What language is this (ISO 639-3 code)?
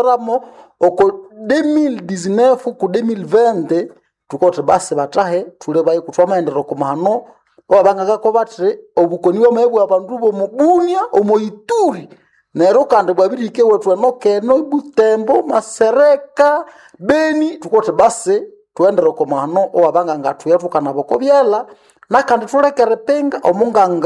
nnb